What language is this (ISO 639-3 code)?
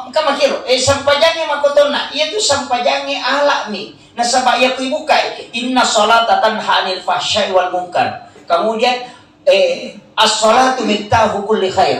bug